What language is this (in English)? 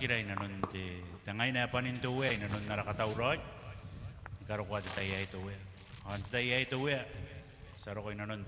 Gilbertese